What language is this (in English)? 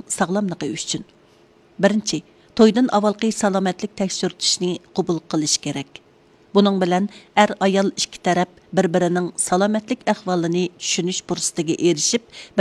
Uyghur